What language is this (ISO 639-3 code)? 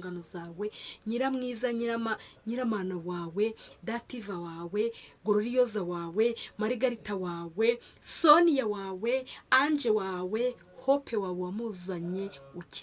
kin